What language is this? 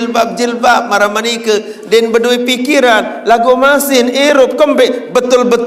Sasak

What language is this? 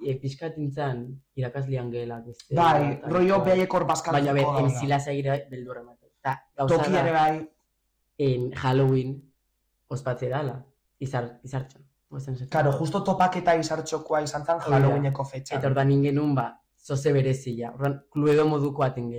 Basque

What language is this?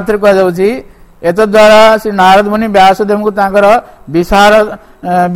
Odia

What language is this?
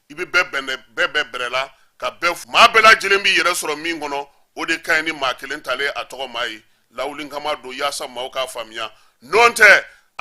Bambara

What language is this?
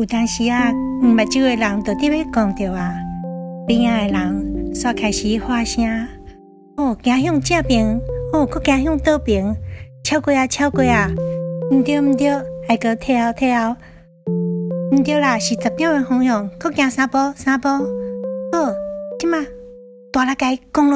Min Nan Chinese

